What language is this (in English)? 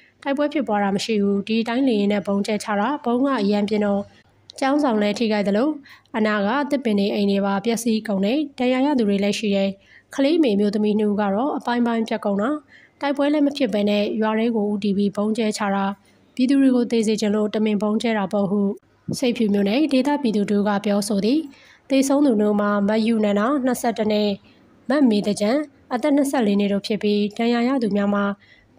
Burmese